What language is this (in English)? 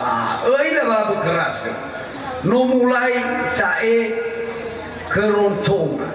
Nias